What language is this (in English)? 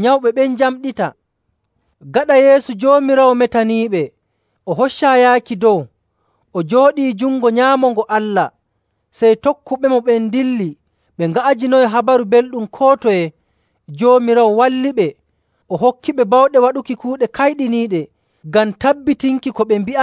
Nigerian Fulfulde